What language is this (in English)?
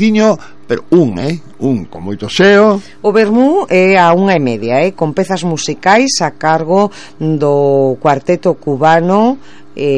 Galician